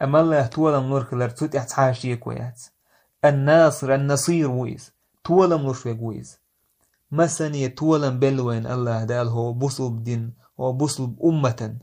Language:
Chechen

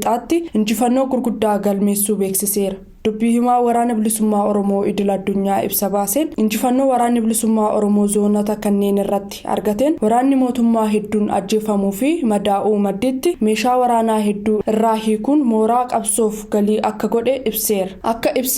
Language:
Oromo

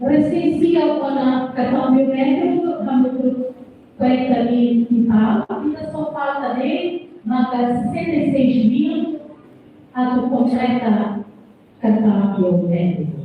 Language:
Tetum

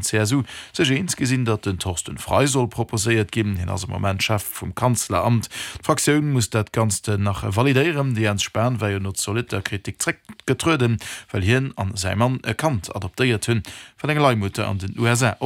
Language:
Luxembourgish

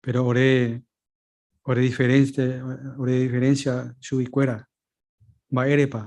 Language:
Guarani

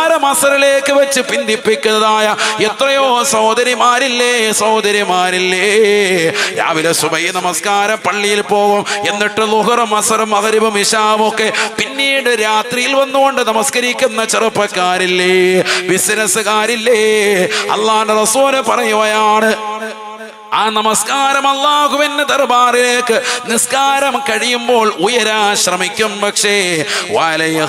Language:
Malayalam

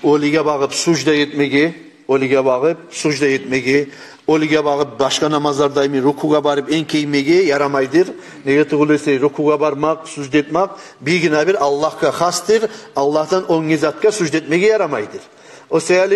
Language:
Kumyk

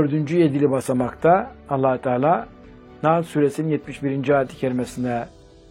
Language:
Turkish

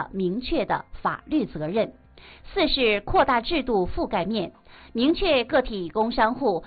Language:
Chinese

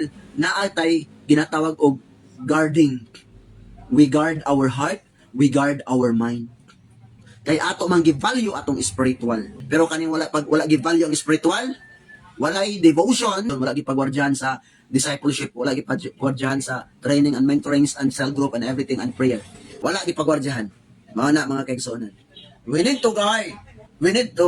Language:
Cebuano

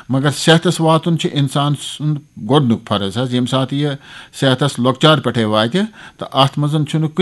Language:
Kashmiri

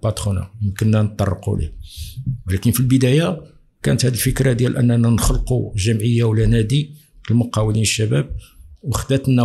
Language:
Moroccan Arabic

